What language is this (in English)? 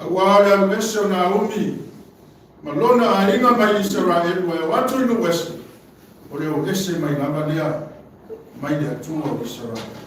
Samoan